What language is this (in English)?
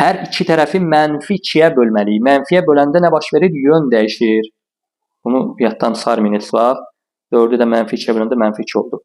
Azerbaijani